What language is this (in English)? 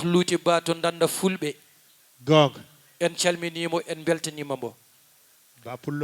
Fula